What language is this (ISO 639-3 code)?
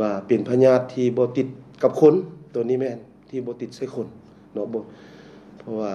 lao